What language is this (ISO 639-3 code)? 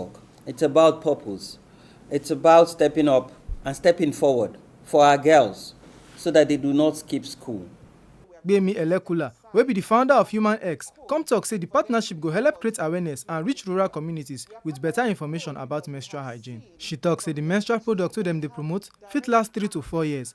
pcm